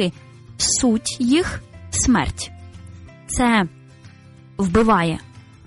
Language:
Ukrainian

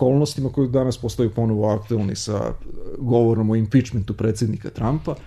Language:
Serbian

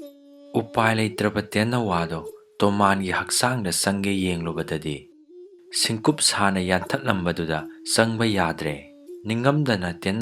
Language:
Manipuri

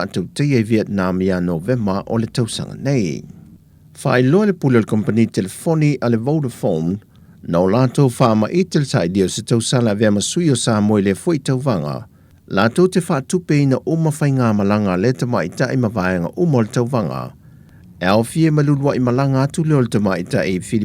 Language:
Samoan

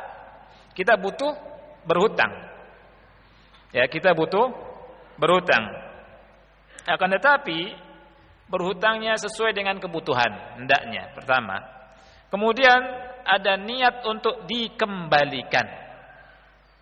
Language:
Indonesian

